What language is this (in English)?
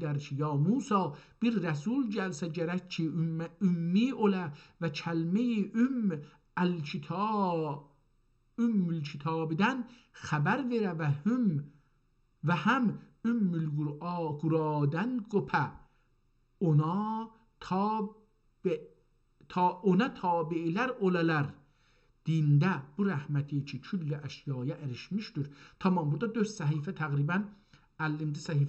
South Azerbaijani